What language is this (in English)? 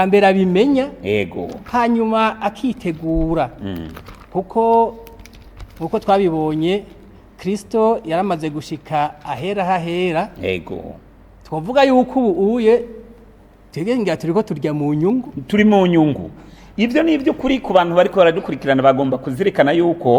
Rundi